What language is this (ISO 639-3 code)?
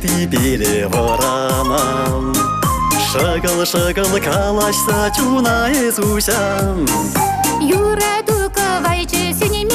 chv